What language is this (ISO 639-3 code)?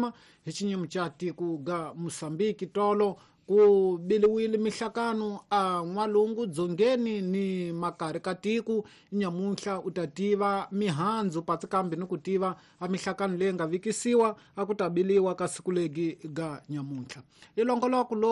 tso